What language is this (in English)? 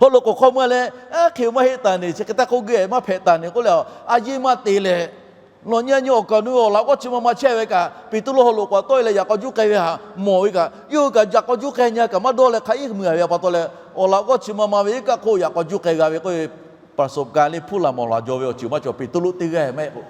Lahu